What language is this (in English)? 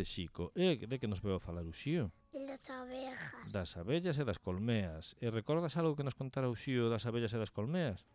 Galician